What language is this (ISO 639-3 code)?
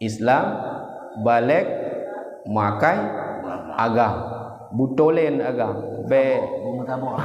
ace